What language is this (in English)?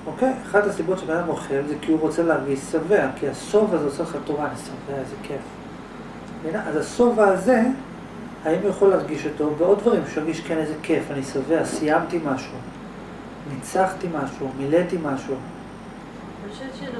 Hebrew